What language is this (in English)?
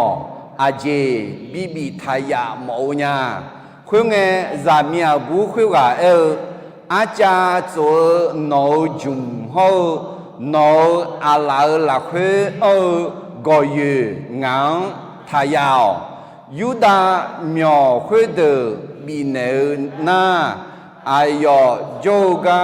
Akha